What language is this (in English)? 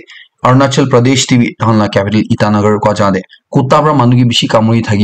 Naga Pidgin